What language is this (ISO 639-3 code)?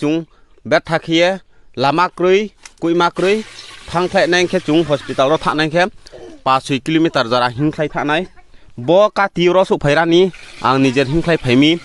ria